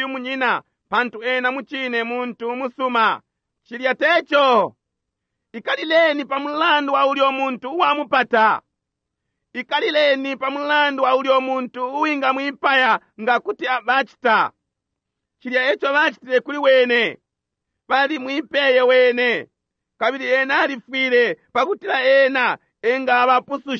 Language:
Bemba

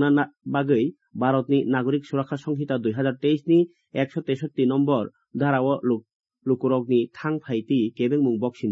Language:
Kok Borok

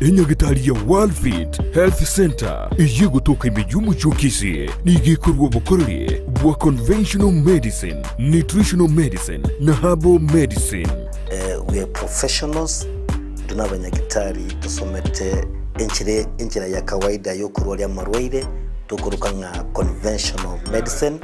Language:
Gusii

